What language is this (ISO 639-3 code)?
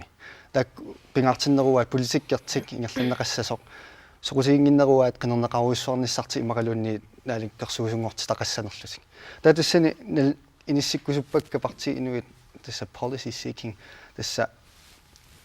kal